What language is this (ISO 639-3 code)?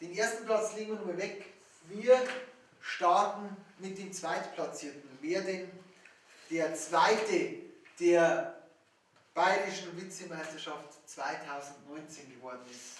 bar